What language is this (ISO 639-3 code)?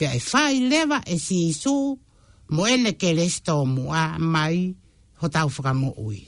ton